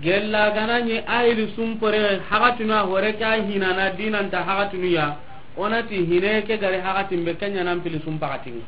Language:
Soninke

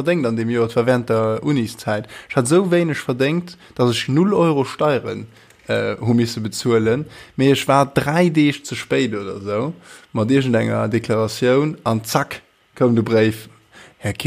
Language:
Luxembourgish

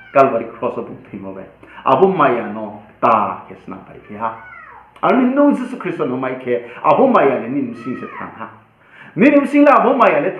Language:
Riang (India)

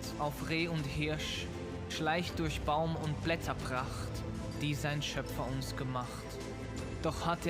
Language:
Swiss German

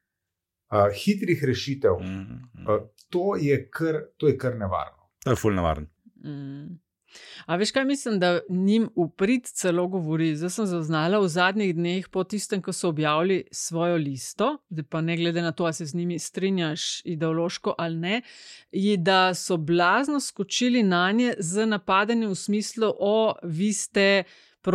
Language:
Slovenian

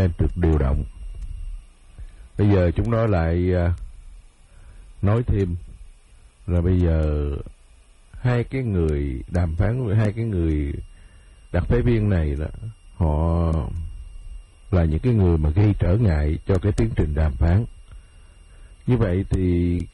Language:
Vietnamese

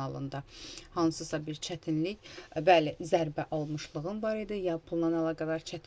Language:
Azerbaijani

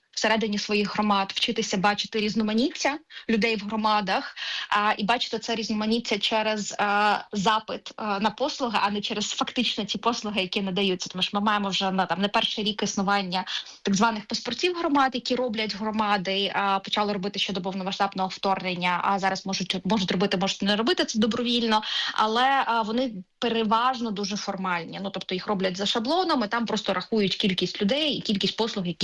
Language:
Ukrainian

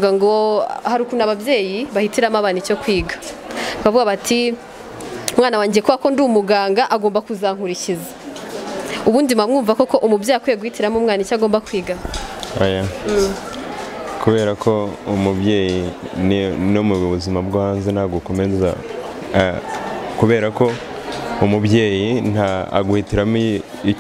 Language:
Kinyarwanda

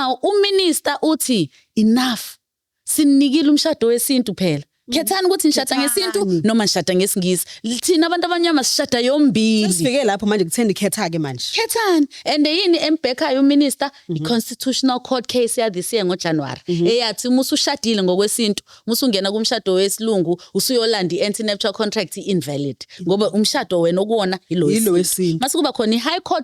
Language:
Zulu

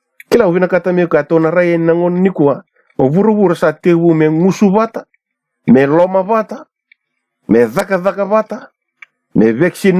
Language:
Fijian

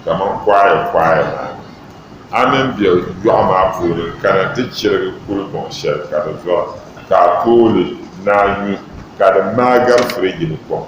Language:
Dagbani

